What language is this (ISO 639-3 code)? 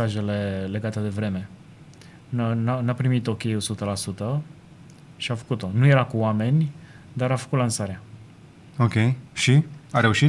ron